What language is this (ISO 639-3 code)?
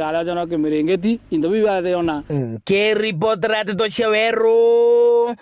mer